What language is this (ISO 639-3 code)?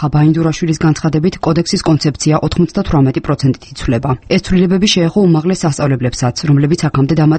kat